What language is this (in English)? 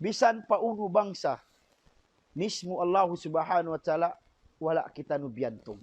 Tausug